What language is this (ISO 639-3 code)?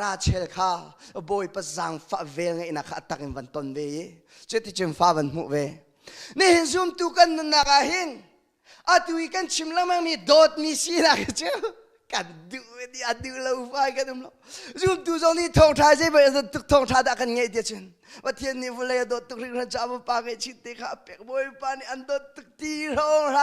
cnh